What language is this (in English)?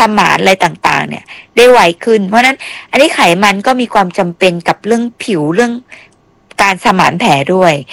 Thai